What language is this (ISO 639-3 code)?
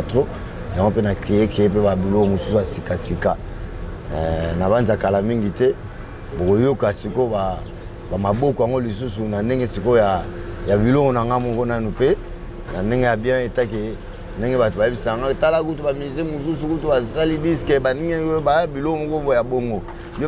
lin